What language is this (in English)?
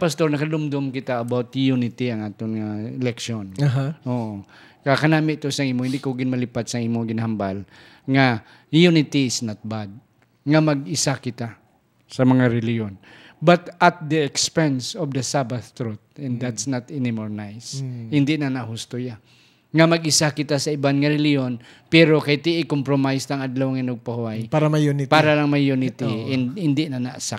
Hiligaynon